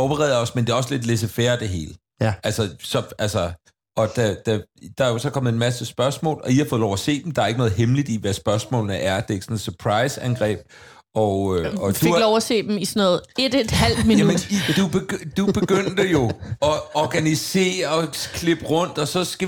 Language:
Danish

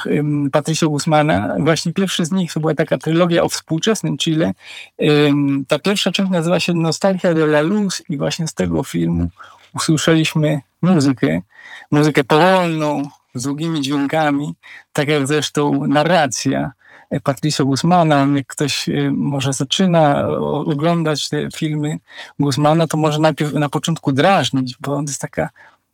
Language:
Polish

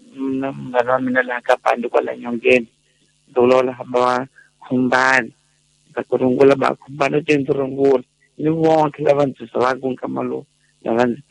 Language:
Tsonga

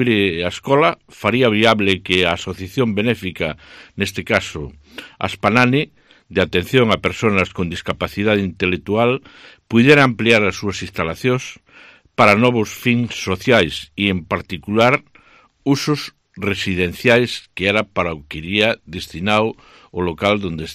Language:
Galician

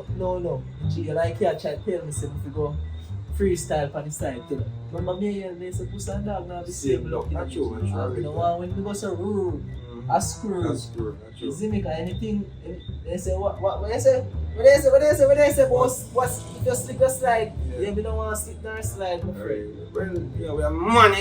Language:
Jamaican Creole English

